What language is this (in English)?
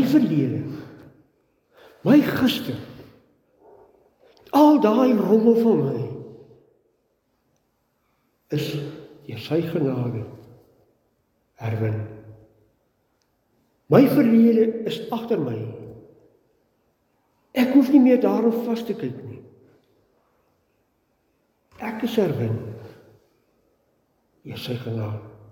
Afrikaans